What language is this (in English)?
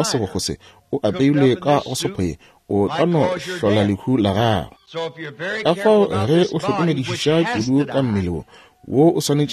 Northern Sotho